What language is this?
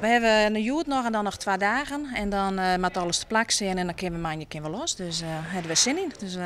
Western Frisian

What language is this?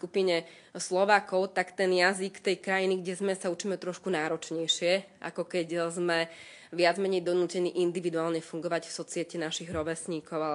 Slovak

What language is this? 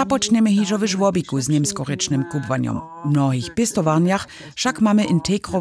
Upper Sorbian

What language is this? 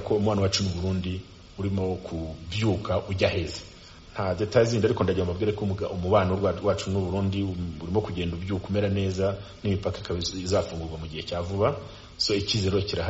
Kinyarwanda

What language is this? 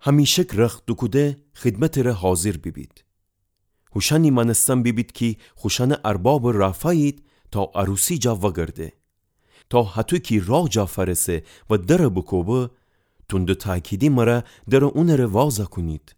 Gilaki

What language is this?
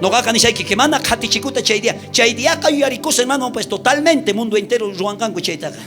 South Bolivian Quechua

